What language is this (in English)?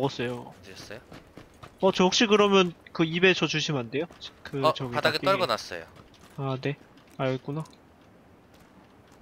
Korean